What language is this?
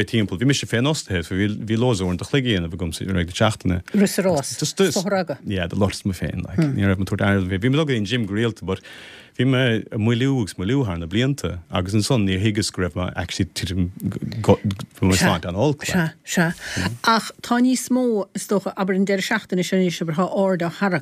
Irish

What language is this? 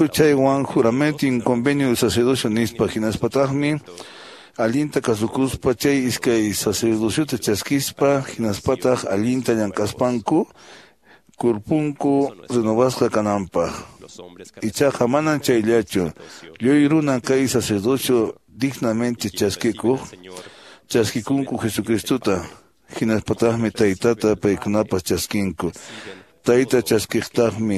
Quechua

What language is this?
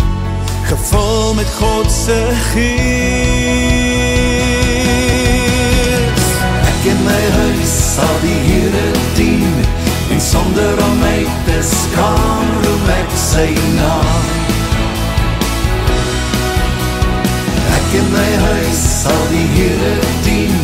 Afrikaans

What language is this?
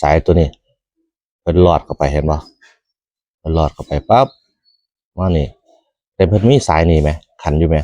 Northeastern Thai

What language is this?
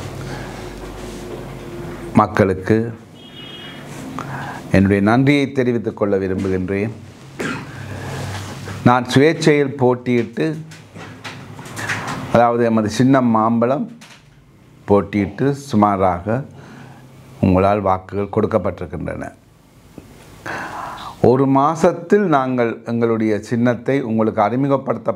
Tamil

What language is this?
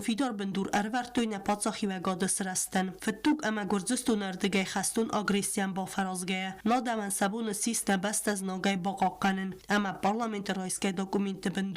Ossetic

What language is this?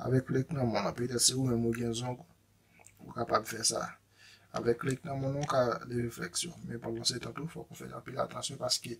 Haitian Creole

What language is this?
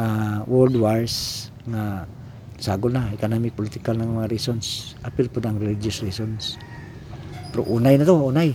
Cebuano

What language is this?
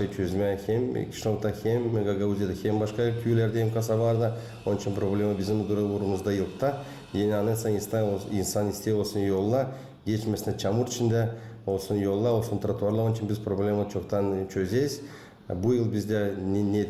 Gagauz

